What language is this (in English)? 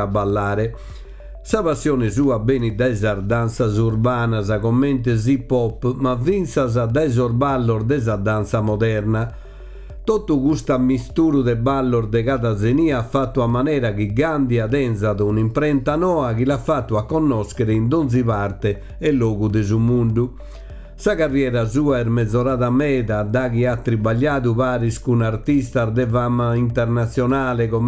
Sardinian